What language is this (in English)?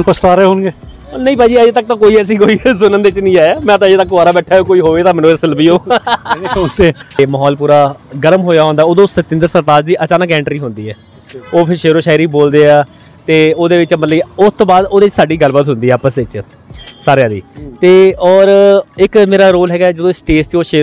Punjabi